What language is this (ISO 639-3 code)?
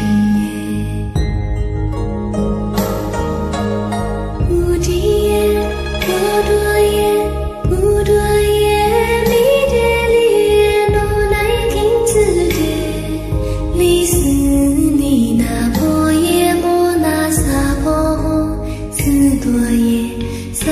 zho